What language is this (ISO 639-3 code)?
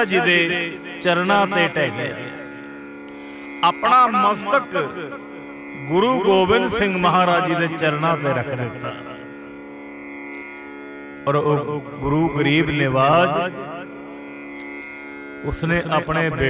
pan